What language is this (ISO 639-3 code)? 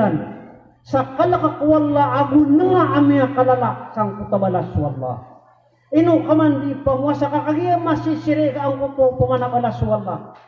mrw